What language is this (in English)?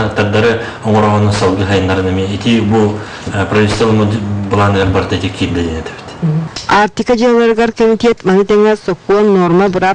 Yakut